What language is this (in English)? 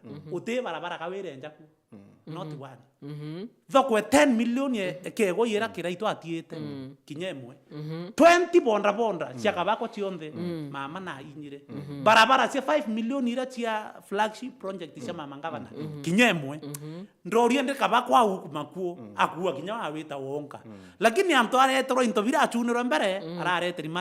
Meru